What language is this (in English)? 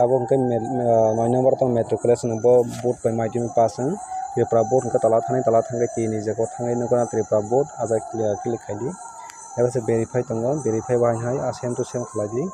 Kok Borok